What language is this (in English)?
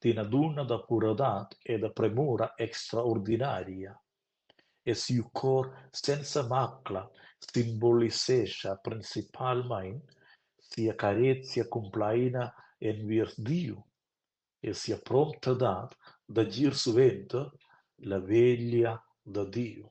Romansh